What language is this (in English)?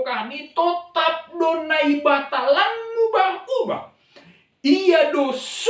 Batak Simalungun